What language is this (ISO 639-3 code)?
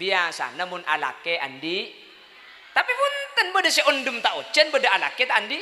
mad